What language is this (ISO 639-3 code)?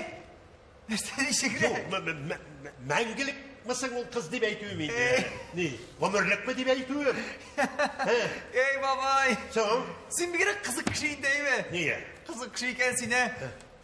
tat